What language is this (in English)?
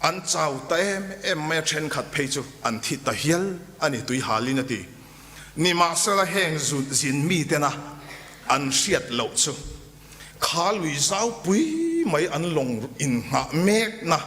Mizo